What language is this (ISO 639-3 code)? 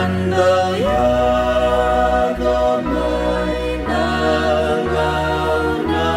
fij